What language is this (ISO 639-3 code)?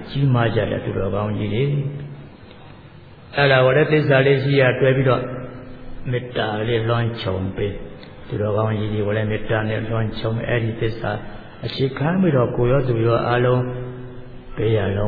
mya